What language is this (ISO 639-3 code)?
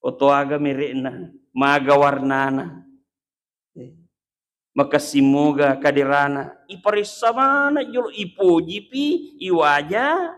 bug